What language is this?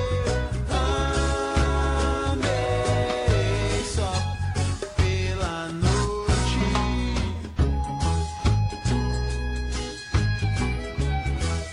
Portuguese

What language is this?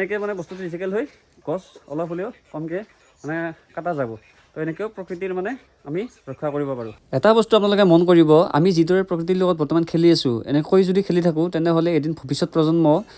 Assamese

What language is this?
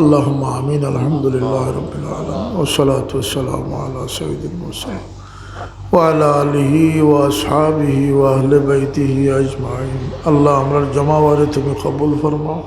Sylheti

